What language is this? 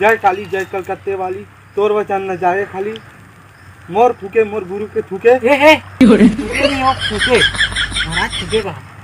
Chhattisgarhi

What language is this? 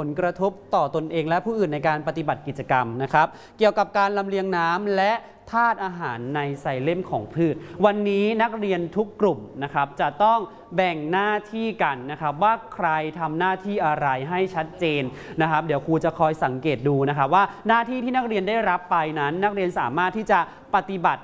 Thai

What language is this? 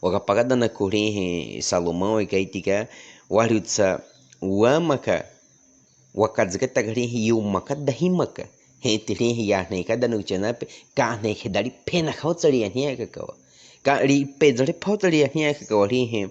Baniwa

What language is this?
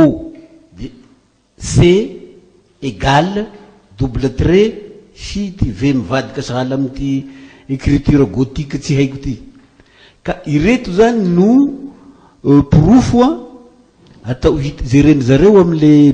Malagasy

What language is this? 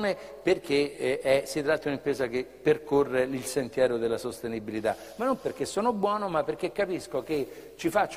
Italian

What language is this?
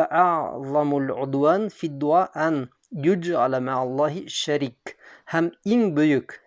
Bashkir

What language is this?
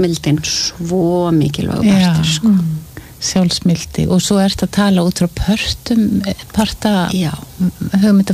Icelandic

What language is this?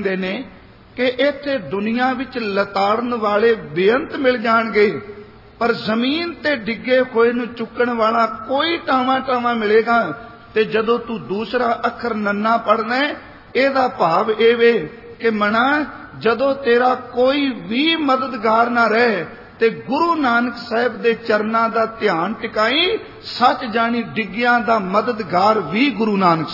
Punjabi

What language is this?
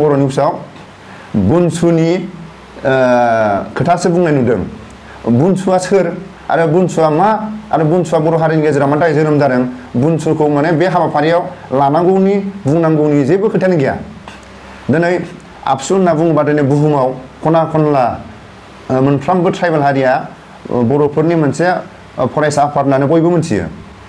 Bodo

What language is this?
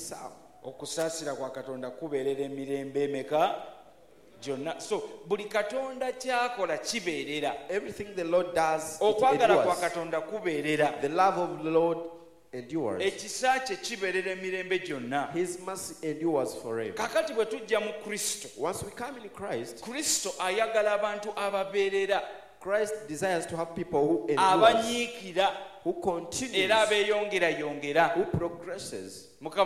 Ganda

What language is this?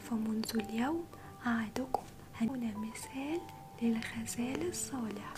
Egyptian Arabic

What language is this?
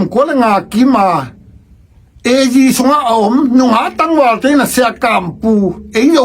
Tedim Chin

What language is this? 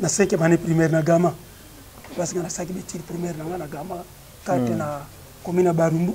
Lingala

